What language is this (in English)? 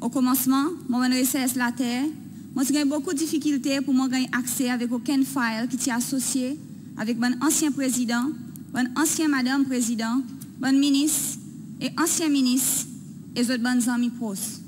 Seselwa Creole French